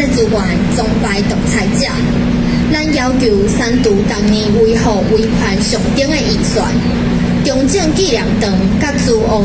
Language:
Min Nan Chinese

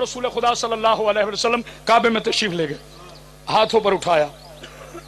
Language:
Urdu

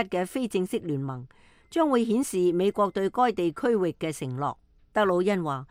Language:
Cantonese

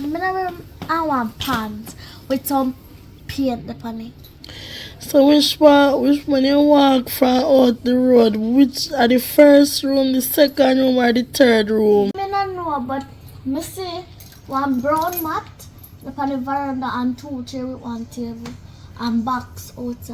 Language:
Jamaican Creole English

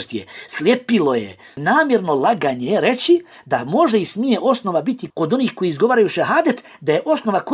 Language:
Bosnian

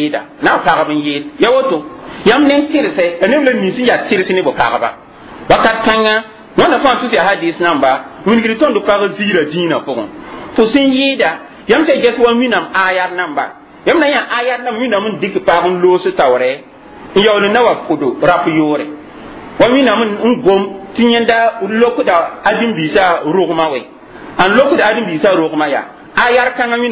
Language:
Mossi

